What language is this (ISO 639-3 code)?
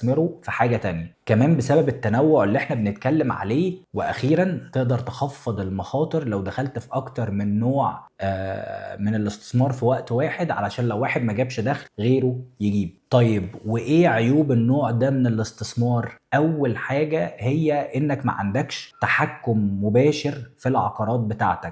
arz